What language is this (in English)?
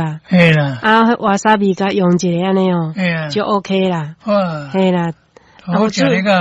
Min Nan Chinese